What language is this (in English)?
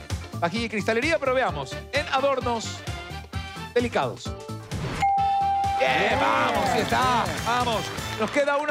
Spanish